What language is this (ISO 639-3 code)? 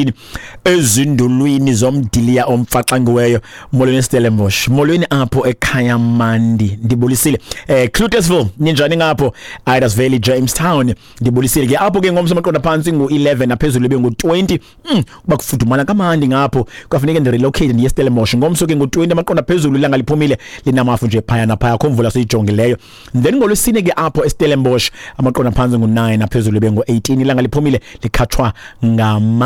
xho